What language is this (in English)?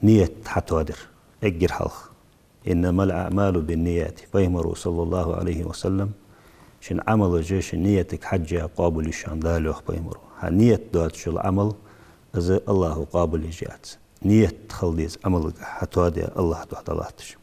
Ingush